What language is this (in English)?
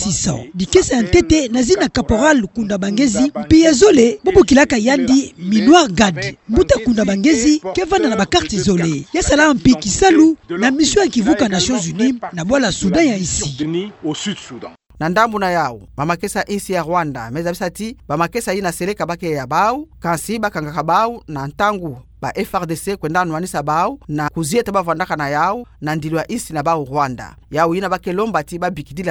Kituba (Democratic Republic of Congo)